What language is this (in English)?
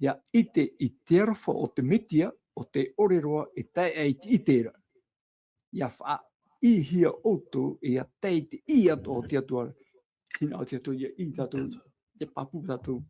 Tahitian